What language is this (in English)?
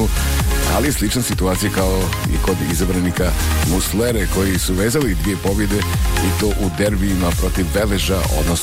Bosnian